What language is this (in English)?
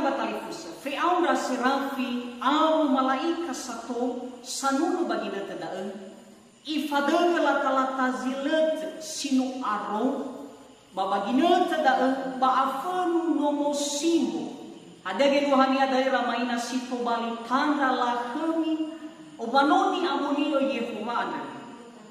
Nias